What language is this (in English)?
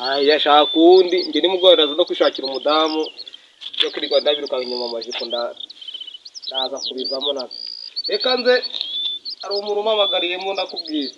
Kinyarwanda